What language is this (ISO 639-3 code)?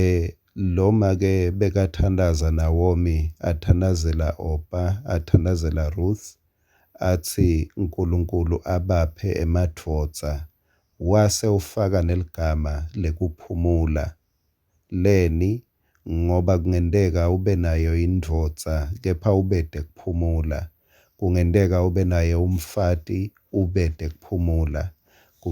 ssw